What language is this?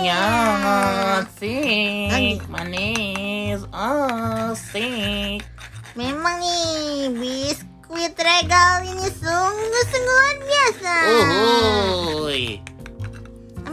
Indonesian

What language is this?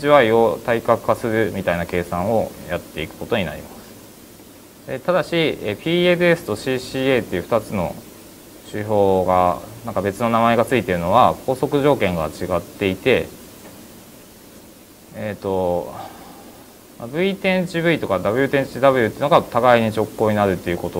Japanese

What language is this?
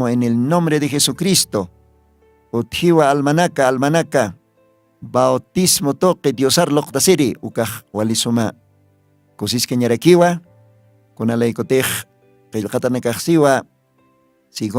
Aymara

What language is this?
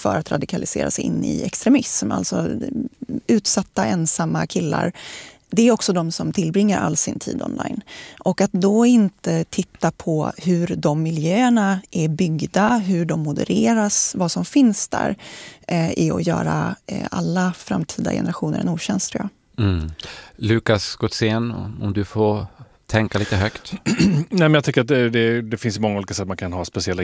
Swedish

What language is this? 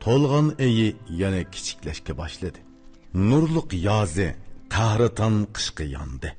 Uyghur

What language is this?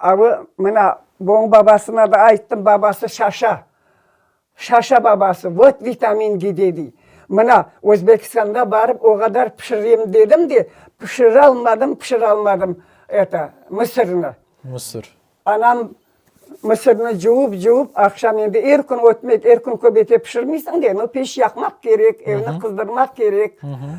Crimean Tatar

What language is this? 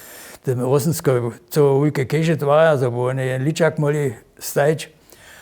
Upper Sorbian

